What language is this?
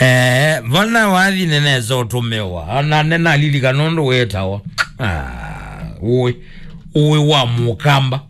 Kamba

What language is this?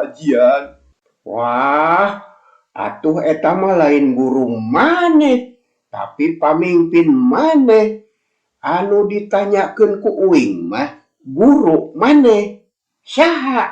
Sundanese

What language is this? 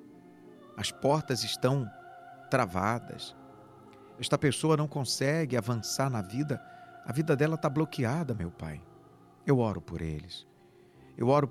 Portuguese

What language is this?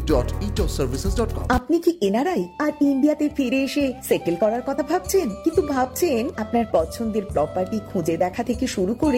Bangla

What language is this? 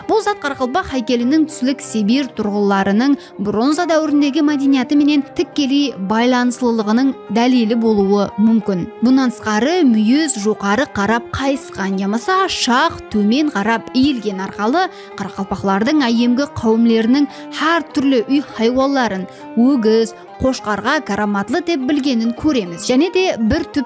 Kara-Kalpak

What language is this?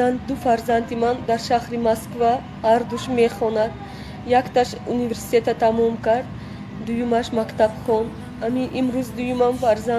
Tajik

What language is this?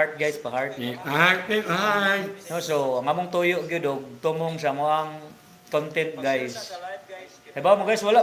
Cebuano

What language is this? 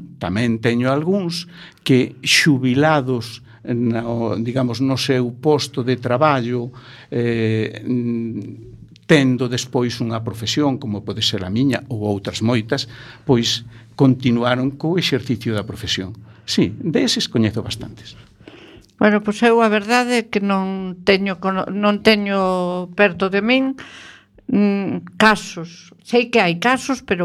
Galician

